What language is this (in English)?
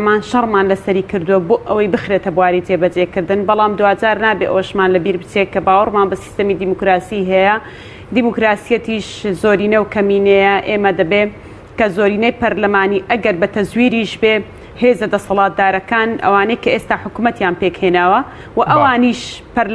Central Kurdish